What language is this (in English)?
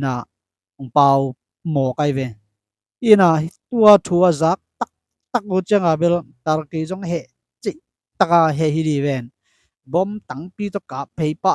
Tedim Chin